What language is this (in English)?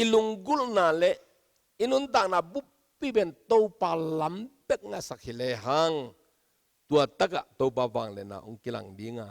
Tedim Chin